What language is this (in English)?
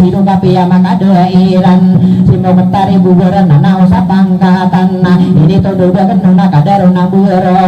Maranao